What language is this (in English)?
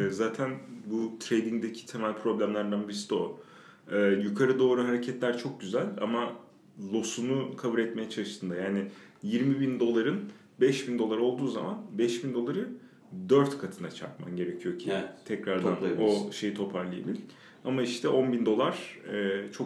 Turkish